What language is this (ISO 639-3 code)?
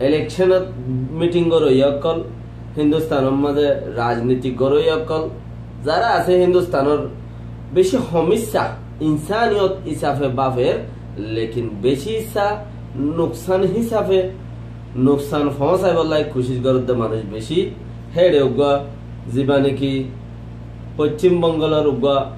rhg